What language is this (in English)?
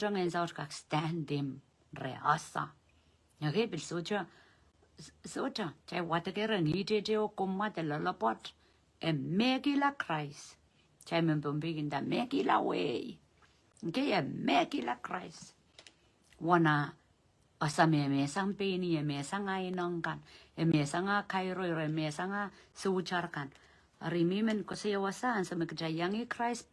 Pohnpeian